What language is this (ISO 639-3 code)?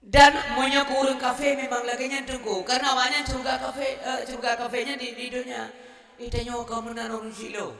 ace